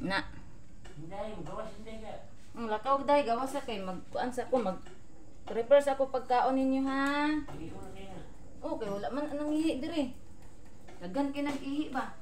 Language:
Cebuano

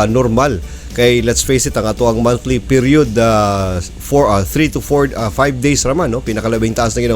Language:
Cebuano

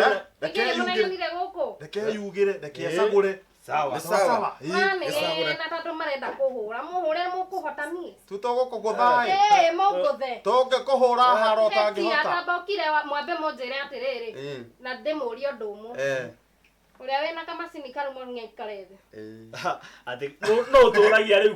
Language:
Kikuyu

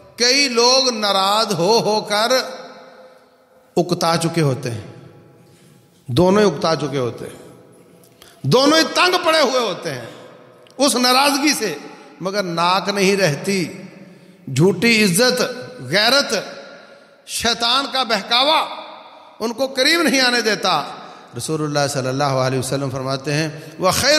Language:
Urdu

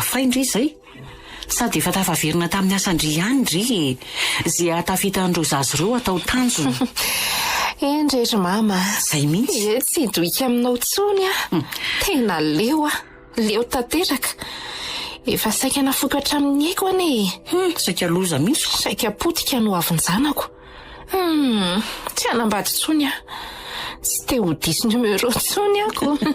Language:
Malagasy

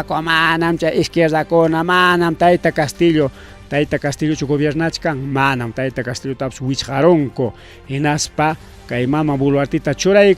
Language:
Ayacucho Quechua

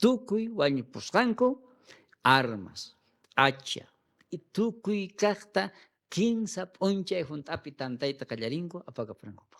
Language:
South Bolivian Quechua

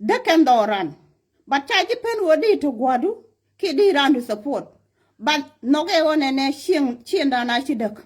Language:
Nuer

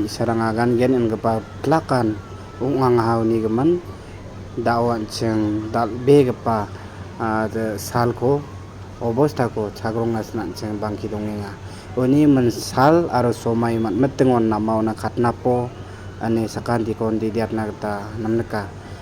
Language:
Garo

